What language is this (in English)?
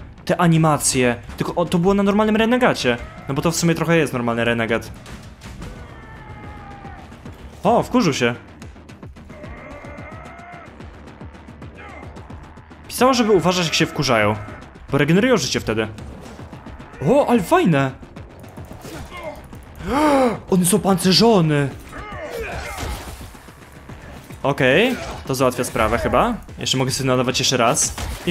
Polish